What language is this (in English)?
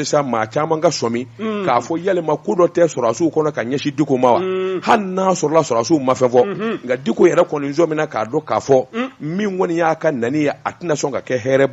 Bambara